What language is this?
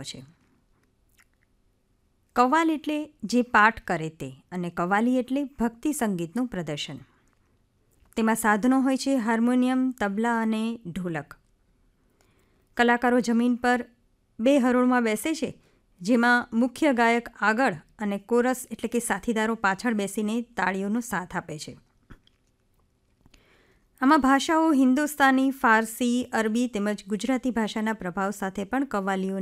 Gujarati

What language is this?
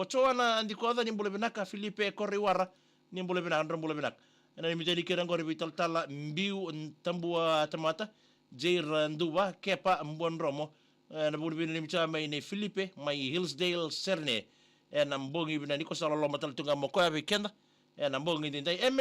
Fijian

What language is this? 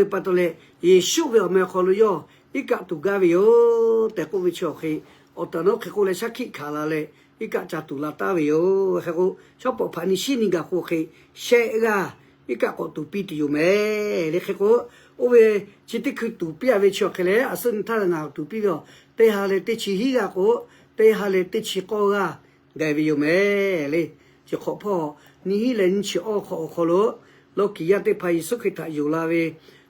Lahu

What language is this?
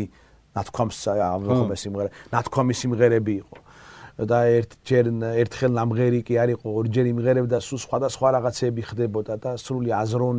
Georgian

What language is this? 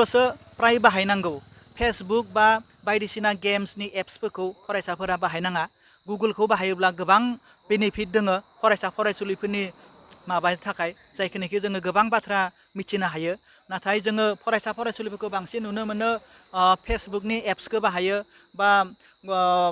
Bodo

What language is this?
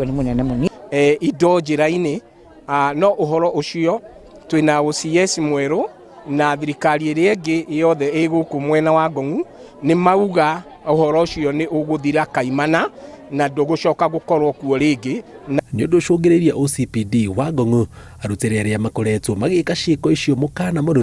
Kikuyu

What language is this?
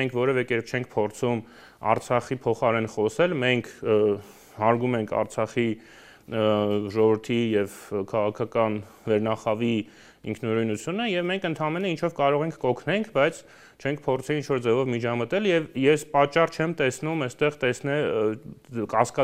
Armenian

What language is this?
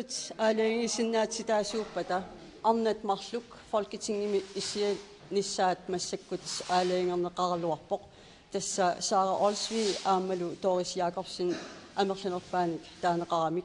Kalaallisut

